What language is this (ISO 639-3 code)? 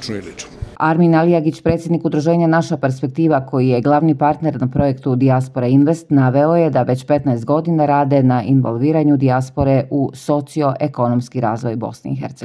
bos